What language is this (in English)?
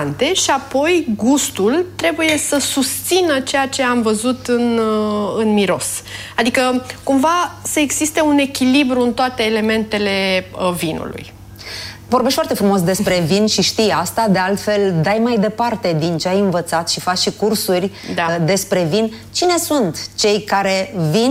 Romanian